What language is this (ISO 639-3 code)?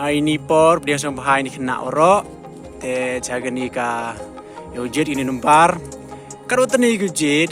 kha